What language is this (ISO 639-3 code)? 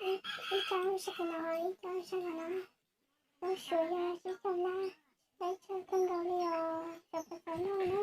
hmn